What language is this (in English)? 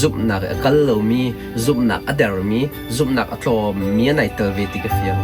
Hakha Chin